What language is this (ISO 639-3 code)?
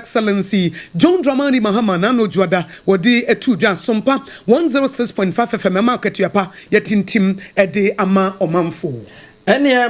aka